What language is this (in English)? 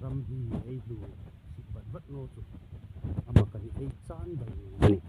Hmar